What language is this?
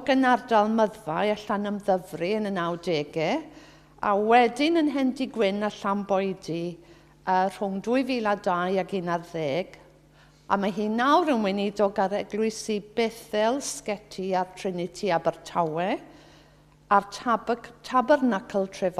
Welsh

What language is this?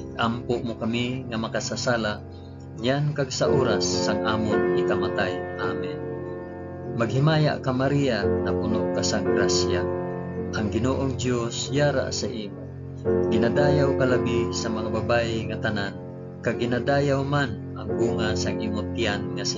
Hiligaynon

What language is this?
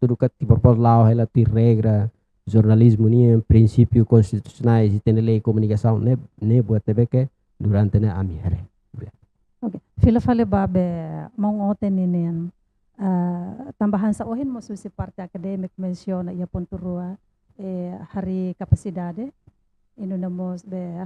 Tetum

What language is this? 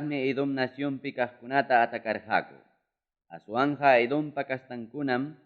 Ayacucho Quechua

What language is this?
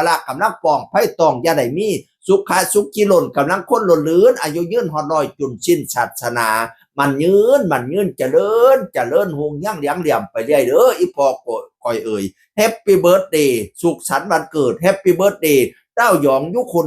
Northeastern Thai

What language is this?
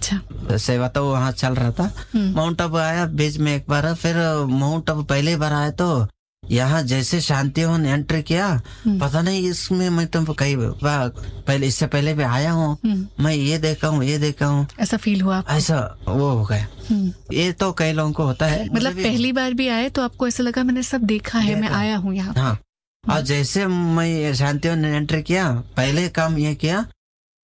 Hindi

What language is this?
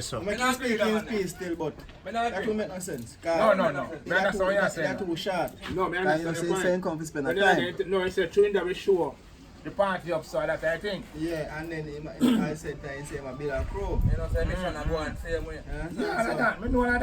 Jamaican Creole English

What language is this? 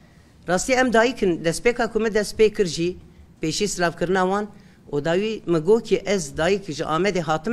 Kurdish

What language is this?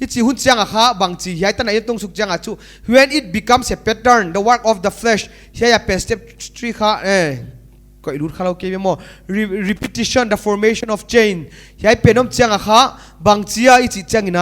Paite Chin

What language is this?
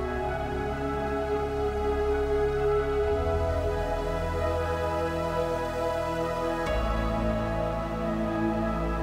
German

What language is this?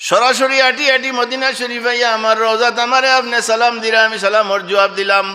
Sylheti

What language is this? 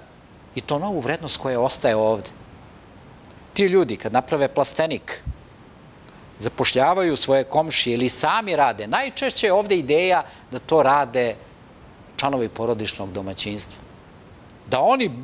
Serbian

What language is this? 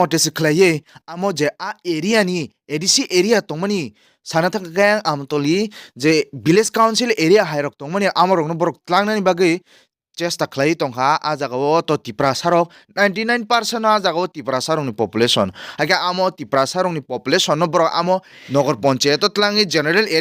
Kok Borok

